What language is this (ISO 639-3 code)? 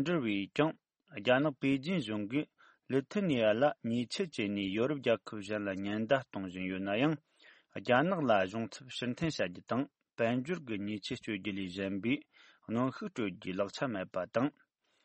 bod